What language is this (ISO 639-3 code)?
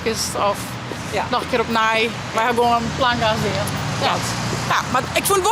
fry